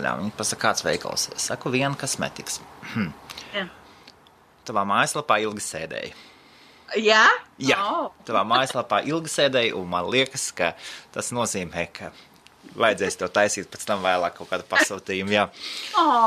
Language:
Latvian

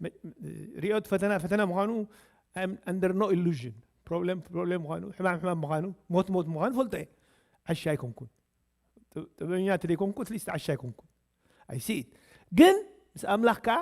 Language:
Tigrinya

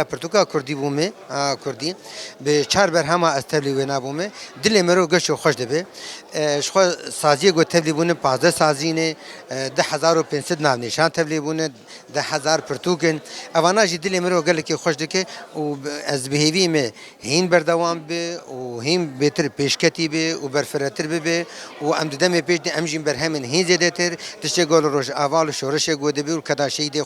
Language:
Kurdish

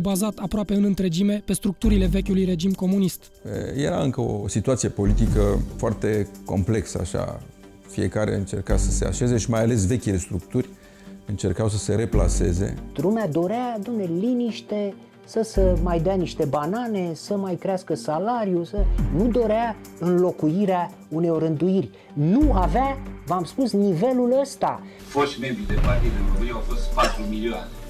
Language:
Romanian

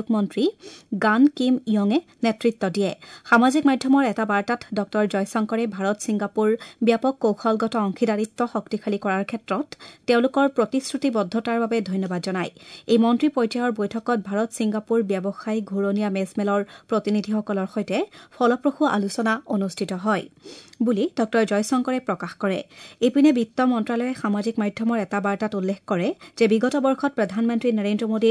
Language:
Assamese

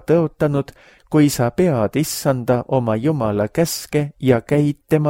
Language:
Estonian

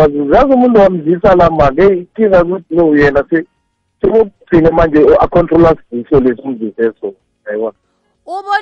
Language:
South Ndebele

